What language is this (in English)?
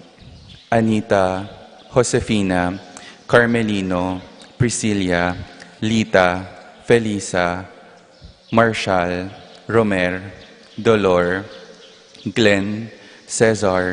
Pampanga